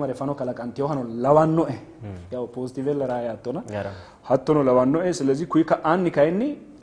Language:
Sidamo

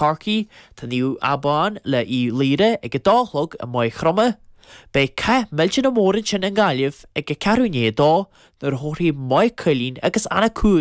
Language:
Irish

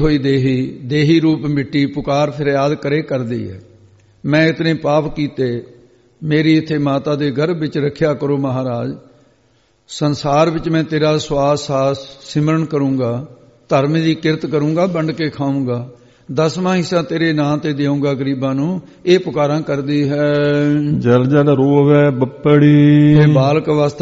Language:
Punjabi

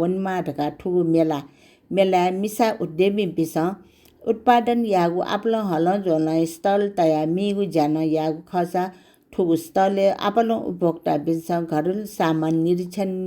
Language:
Newari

